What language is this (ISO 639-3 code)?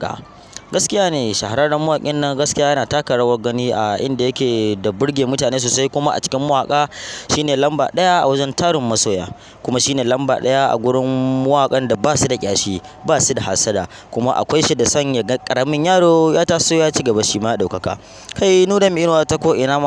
hau